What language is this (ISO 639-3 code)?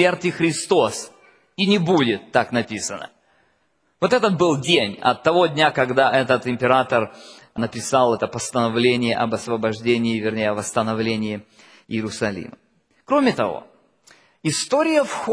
rus